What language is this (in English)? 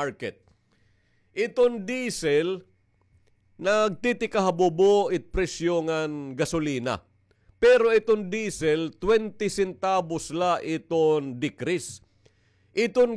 Waray